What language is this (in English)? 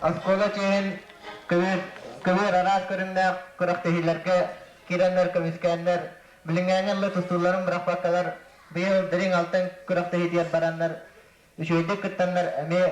Yakut